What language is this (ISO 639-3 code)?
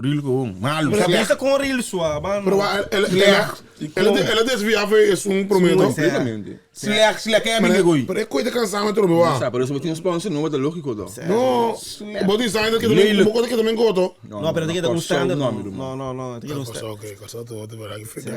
pap